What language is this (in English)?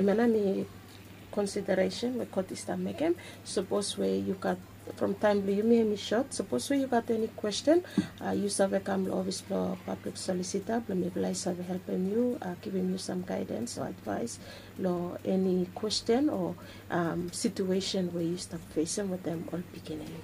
Bislama